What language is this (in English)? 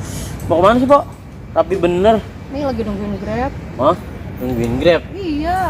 Betawi